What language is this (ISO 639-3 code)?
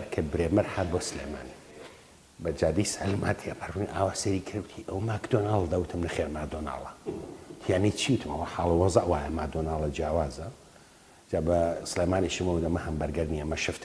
ckb